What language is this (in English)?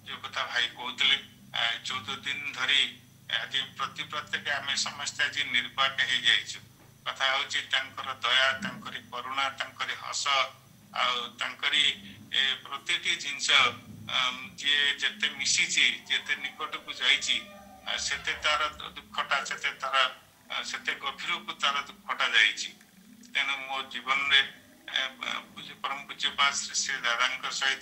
Odia